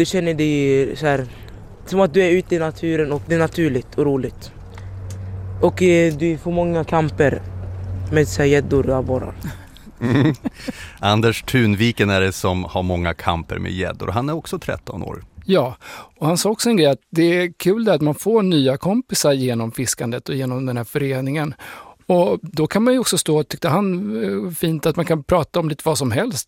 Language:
Swedish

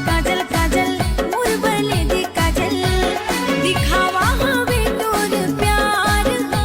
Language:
Chhattisgarhi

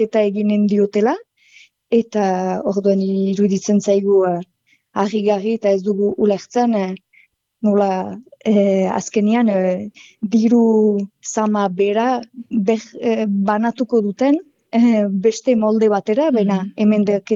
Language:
Basque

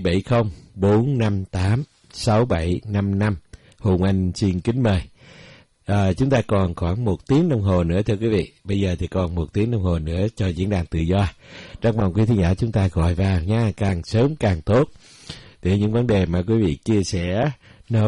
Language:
Vietnamese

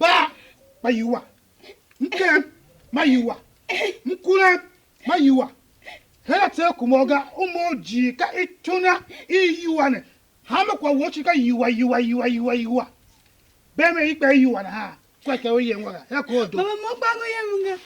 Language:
Tiv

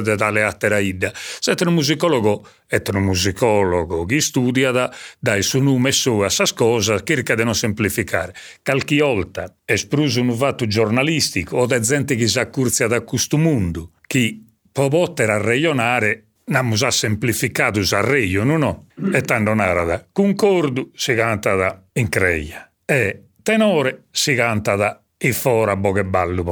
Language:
Sardinian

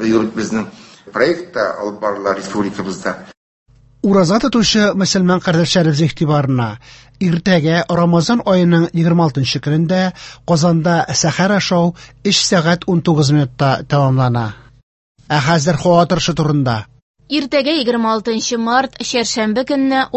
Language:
Tatar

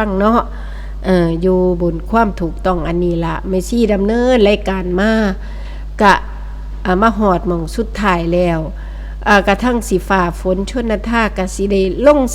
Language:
Northeastern Thai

